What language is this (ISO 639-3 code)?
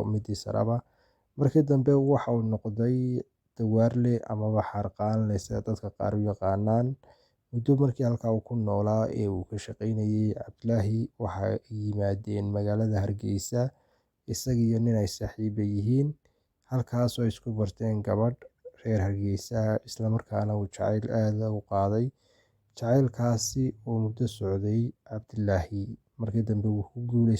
som